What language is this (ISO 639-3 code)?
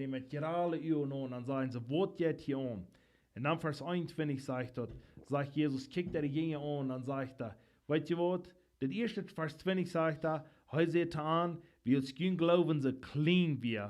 pdt